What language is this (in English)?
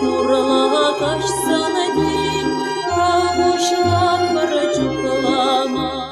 Chuvash